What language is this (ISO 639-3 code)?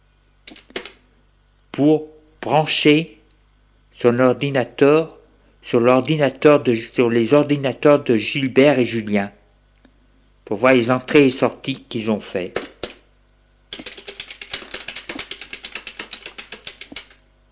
fra